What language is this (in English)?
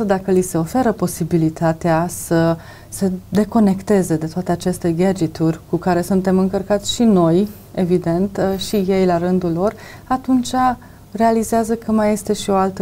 Romanian